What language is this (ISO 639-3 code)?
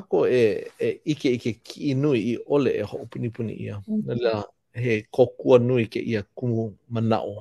haw